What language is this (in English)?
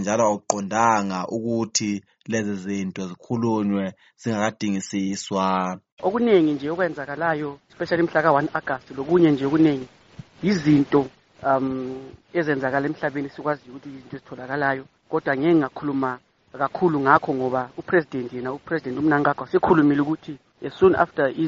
North Ndebele